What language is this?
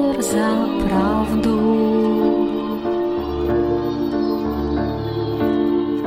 Russian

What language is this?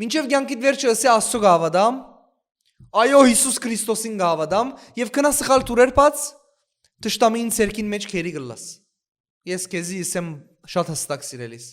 Western Armenian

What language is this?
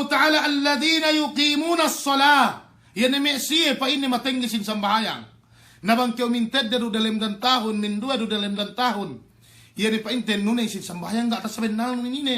Yakan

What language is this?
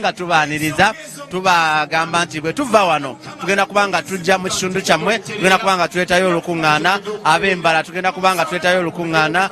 Ganda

